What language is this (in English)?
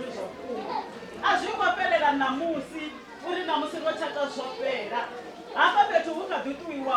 Venda